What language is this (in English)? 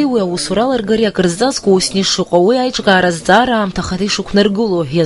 Abkhazian